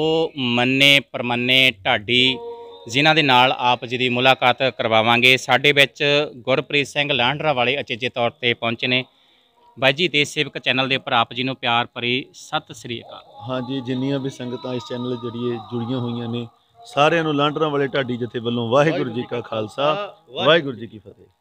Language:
Punjabi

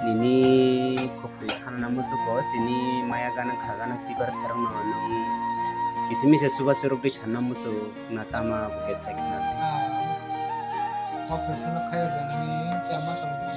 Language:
Kok Borok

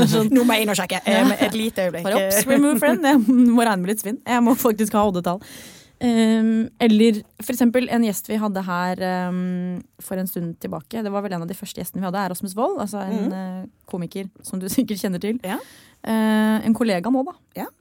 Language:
Norwegian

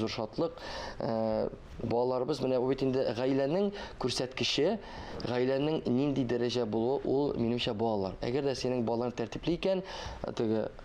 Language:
Tatar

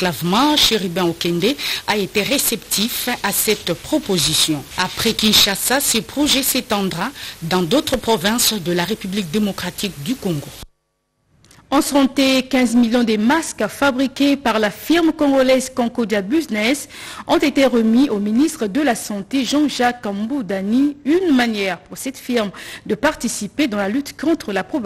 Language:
French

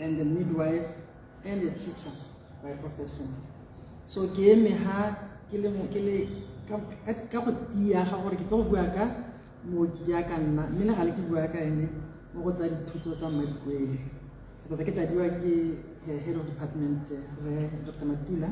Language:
Tswana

